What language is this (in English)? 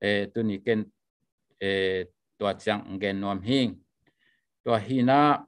Tedim Chin